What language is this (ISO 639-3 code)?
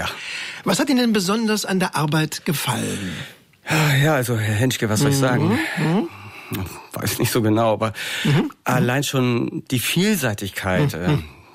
deu